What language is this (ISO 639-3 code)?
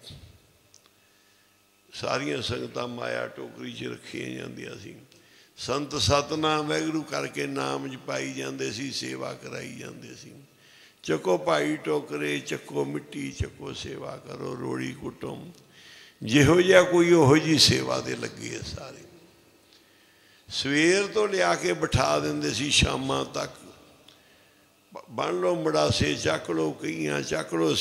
pan